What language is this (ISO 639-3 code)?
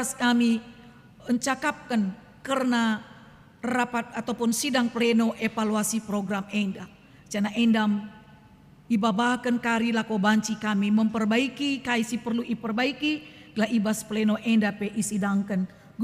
btx